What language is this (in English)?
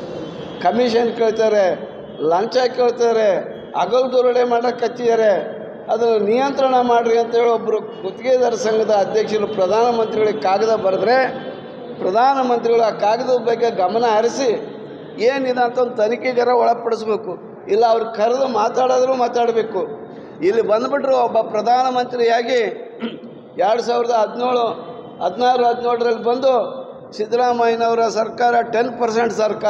Kannada